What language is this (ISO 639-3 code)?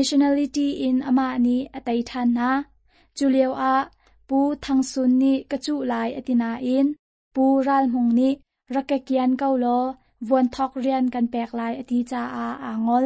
cnh